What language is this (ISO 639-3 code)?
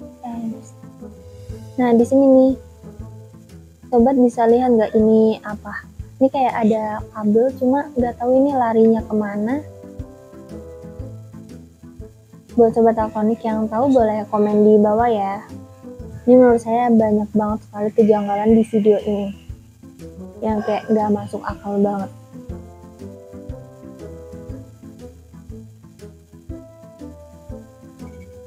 ind